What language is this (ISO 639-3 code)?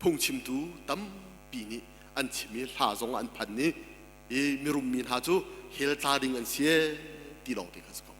cnh